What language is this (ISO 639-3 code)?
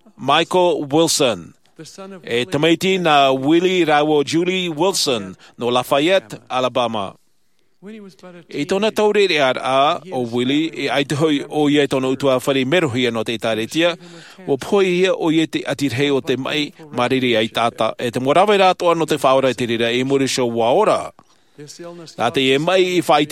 tah